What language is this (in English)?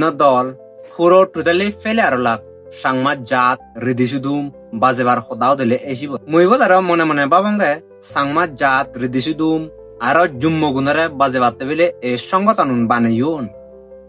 Chakma